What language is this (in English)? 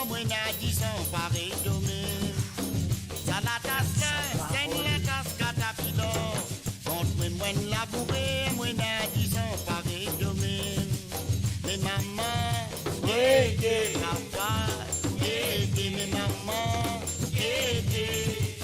Morisyen